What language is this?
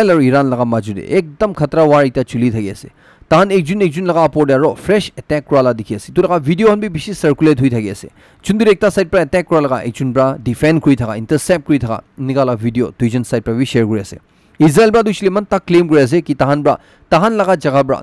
Naga Pidgin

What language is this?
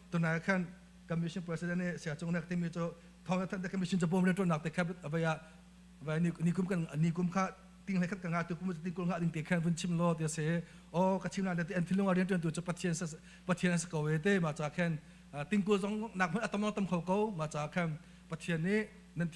Hakha Chin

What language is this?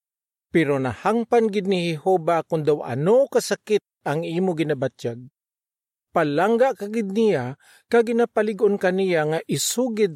Hiligaynon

